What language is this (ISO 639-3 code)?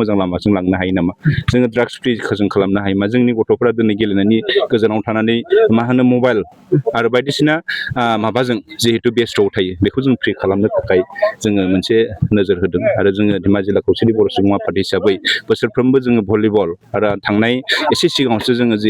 brx